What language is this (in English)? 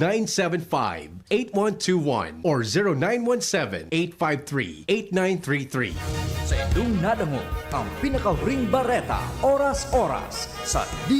Bikol